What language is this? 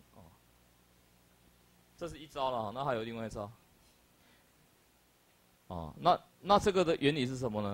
Chinese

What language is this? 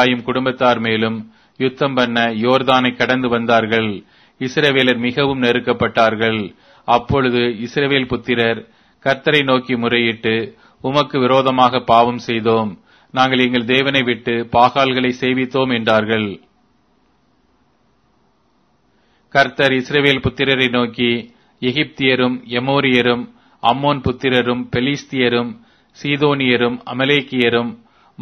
Tamil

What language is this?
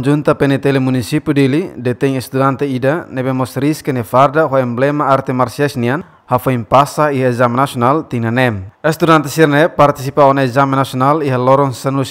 Tetum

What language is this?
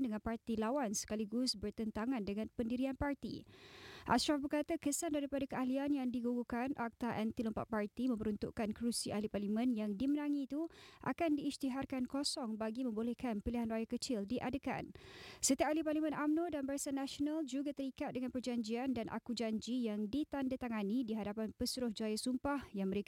Malay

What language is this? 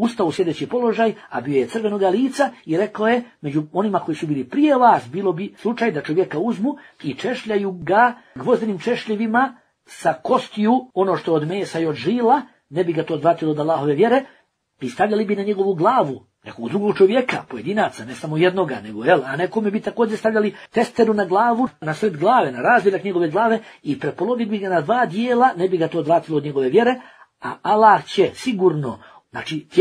Bosnian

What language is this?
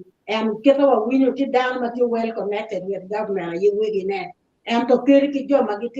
Acoli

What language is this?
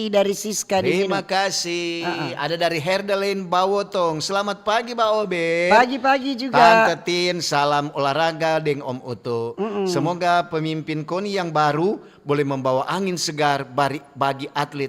Manado Malay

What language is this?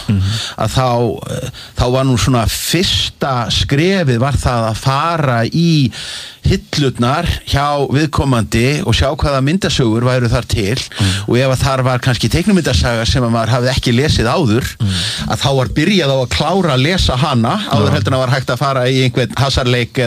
Icelandic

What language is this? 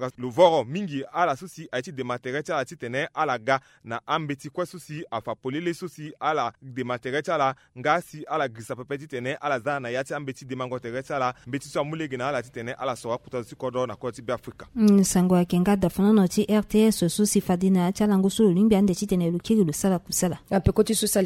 Sango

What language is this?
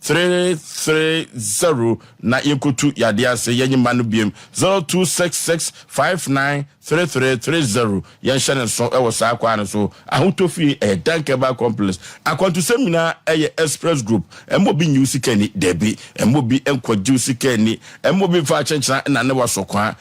Akan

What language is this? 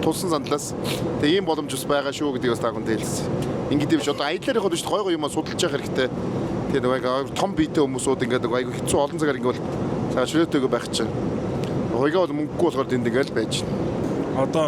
Mongolian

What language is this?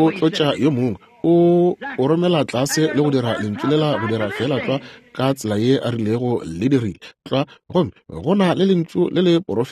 Northern Sotho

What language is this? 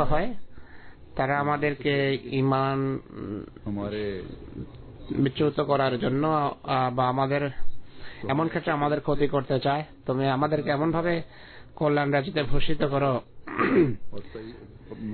Bangla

